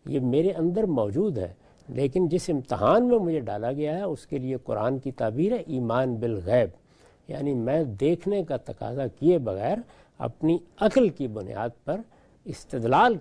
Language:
Urdu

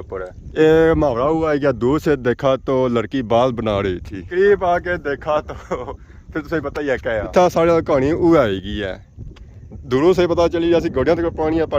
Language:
Pahari-Potwari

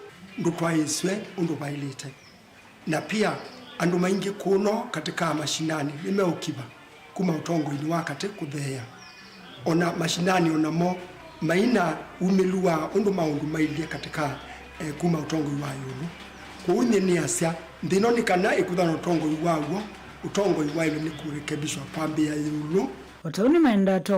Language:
Kamba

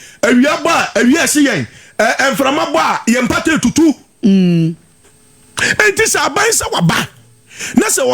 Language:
Akan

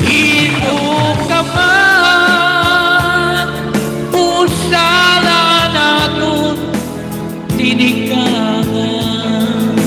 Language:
Waray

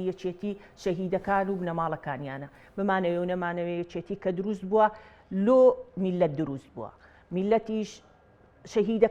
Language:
Central Kurdish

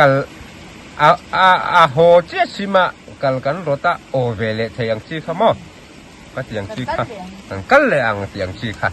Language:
Mizo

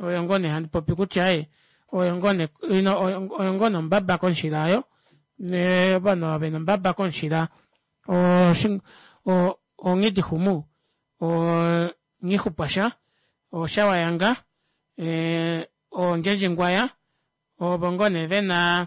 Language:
Kuanyama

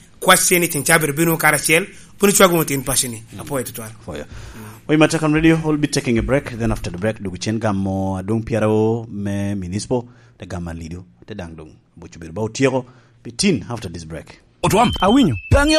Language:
Lango (Uganda)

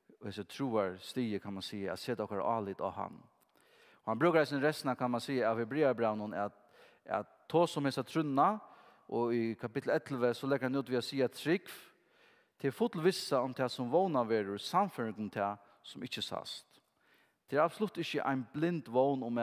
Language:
Faroese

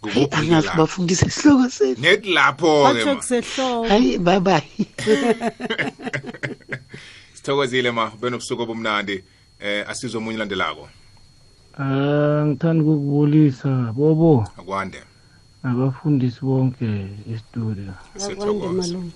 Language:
South Ndebele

